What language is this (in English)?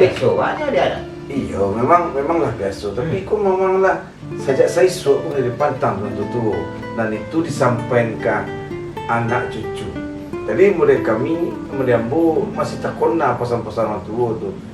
Minangkabau